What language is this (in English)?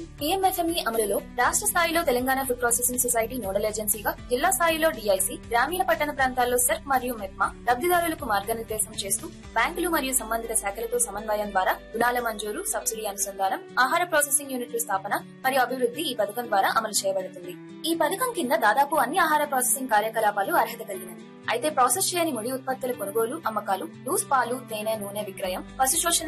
Telugu